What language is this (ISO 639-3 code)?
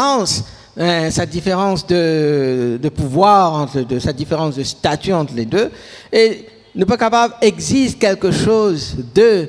mfe